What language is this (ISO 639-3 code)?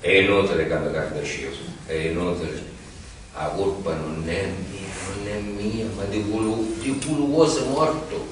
scn